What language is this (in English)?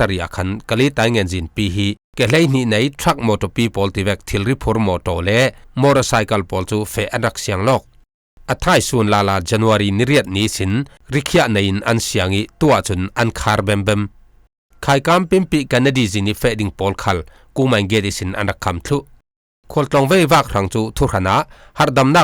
Falam Chin